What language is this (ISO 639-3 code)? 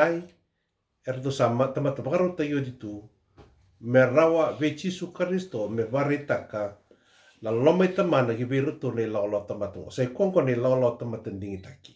fij